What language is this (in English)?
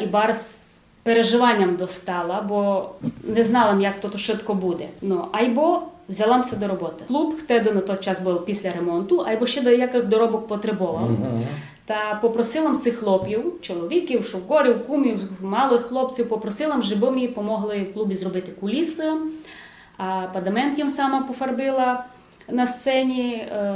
Rusyn